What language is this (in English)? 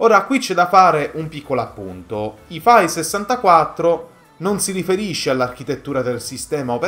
Italian